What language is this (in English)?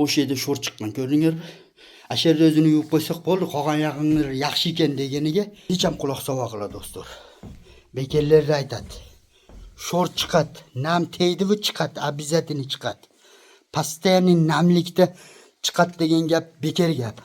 Uzbek